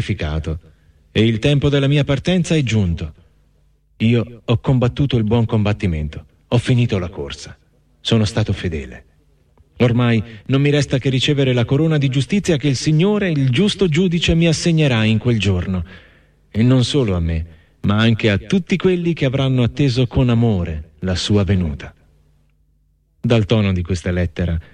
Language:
Italian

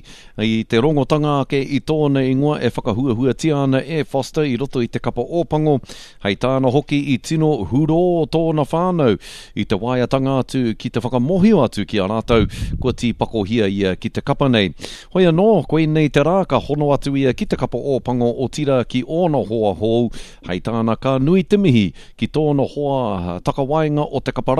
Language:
Māori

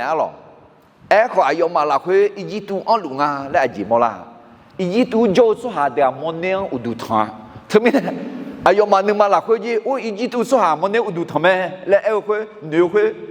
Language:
Akha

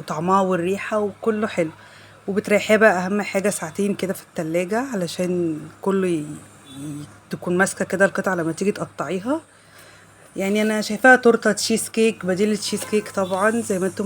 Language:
Egyptian Arabic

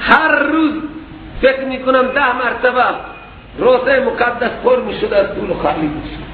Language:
Persian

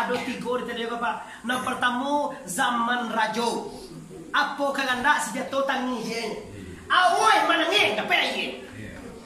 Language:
Minangkabau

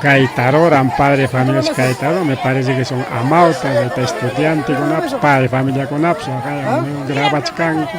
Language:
Ayacucho Quechua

